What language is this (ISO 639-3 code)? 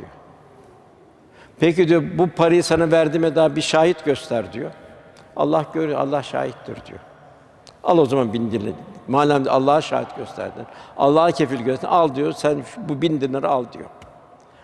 tur